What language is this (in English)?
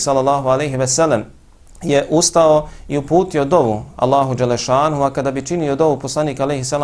Bosnian